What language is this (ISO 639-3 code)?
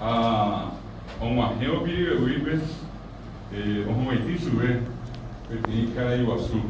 grn